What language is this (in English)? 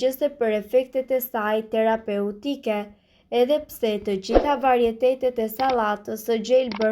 Albanian